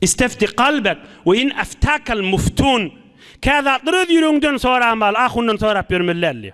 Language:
Turkmen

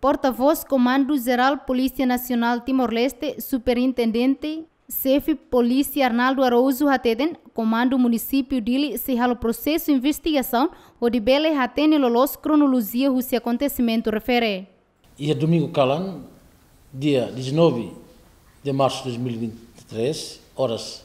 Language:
Tetum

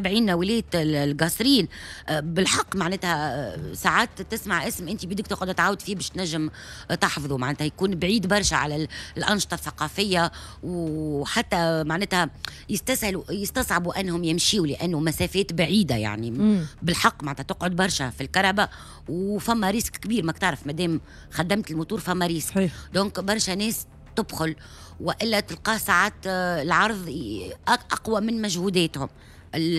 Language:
Tunisian Arabic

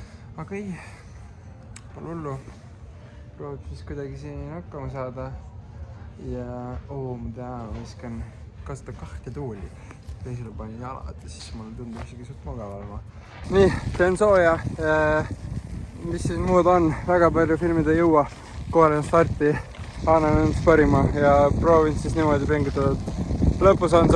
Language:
Estonian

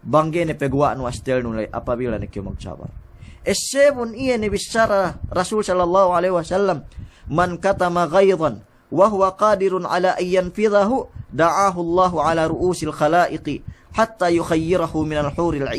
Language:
Yakan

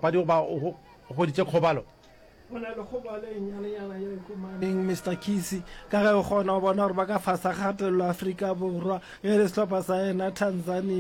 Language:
Northern Sotho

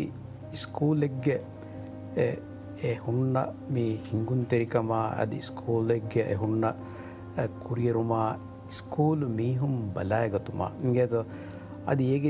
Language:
Divehi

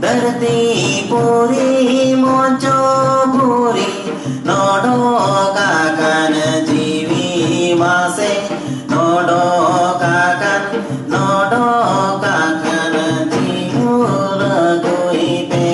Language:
Santali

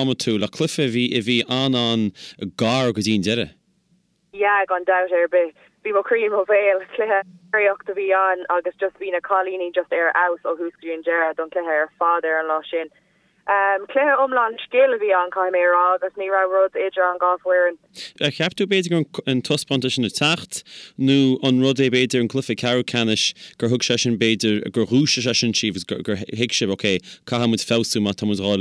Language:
Irish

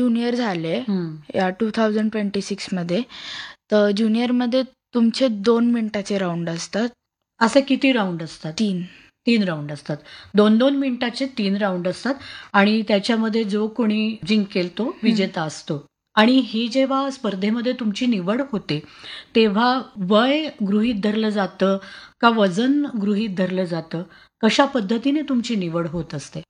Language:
Marathi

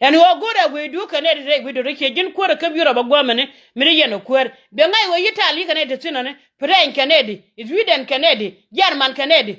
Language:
Nuer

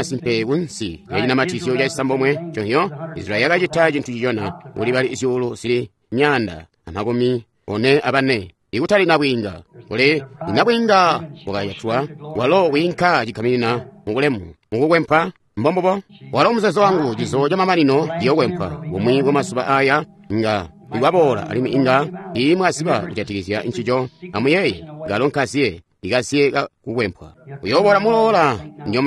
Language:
Tonga (Zambia)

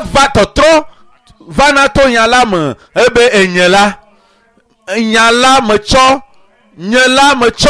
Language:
Ewe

